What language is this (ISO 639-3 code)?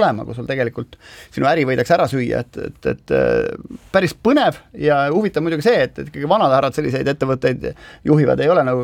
est